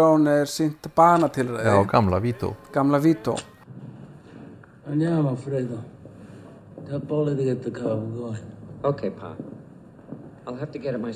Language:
Icelandic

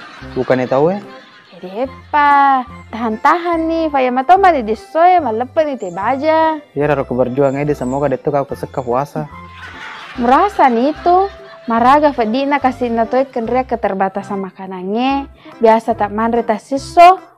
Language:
Buginese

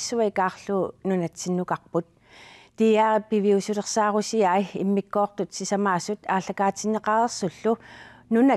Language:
Kalaallisut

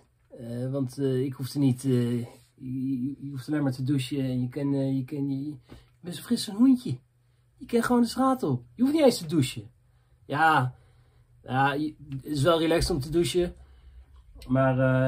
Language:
Dutch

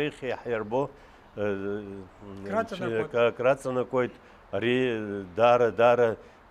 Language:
Abkhazian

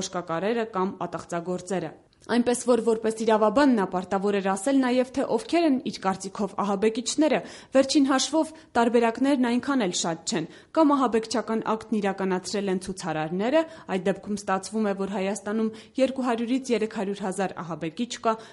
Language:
Armenian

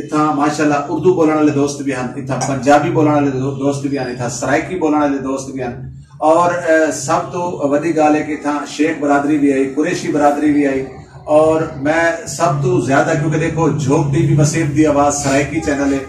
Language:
Saraiki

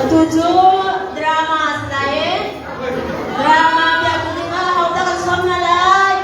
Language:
Hakha Chin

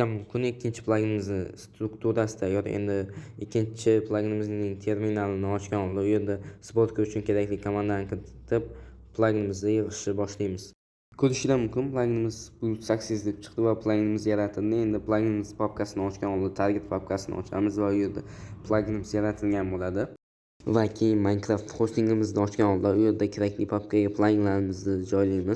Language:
Uzbek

